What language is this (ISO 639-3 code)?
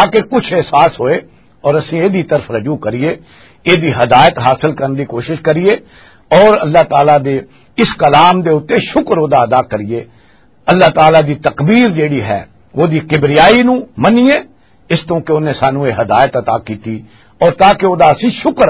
lah